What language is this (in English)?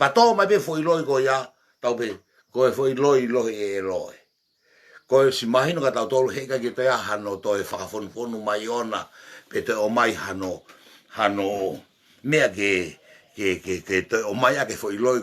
Tongan